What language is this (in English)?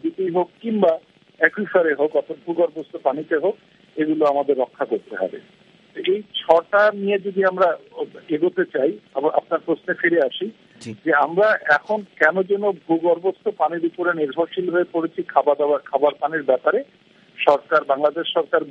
Bangla